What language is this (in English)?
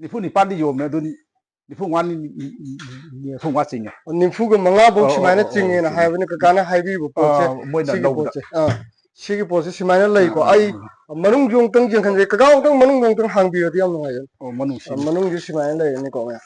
Manipuri